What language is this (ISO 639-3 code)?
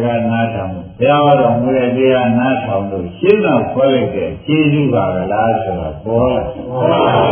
mya